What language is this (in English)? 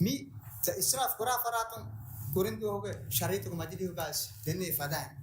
Divehi